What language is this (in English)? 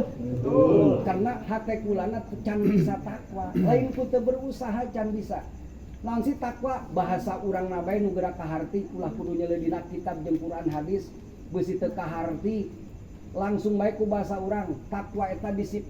Sundanese